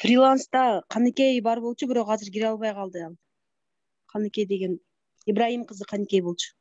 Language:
Kyrgyz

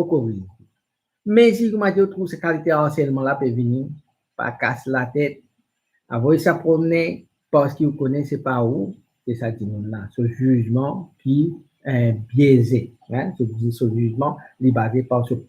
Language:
Morisyen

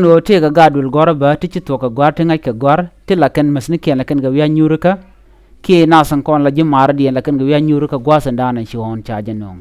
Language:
Nuer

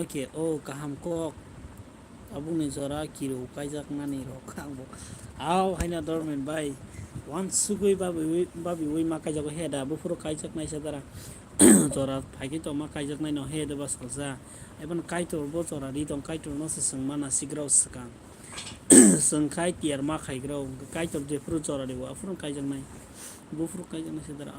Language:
Kok Borok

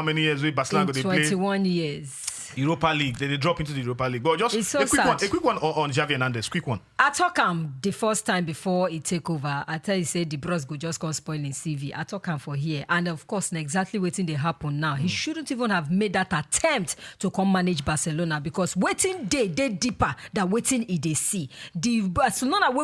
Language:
Nigerian Pidgin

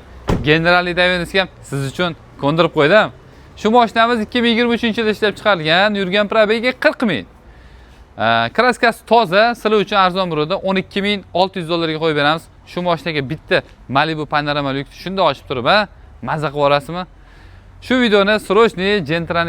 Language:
Uzbek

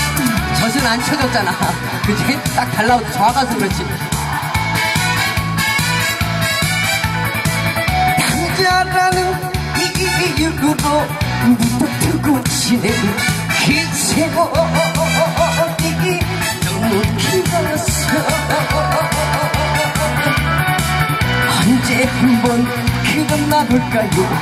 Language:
Korean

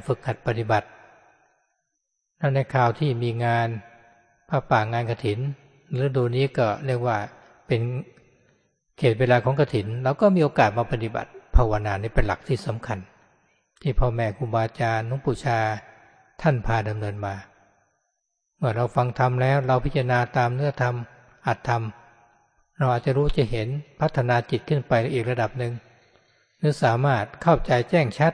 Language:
Thai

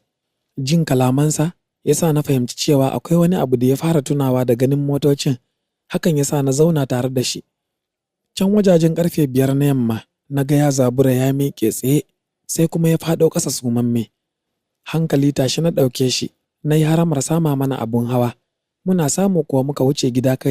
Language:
Hausa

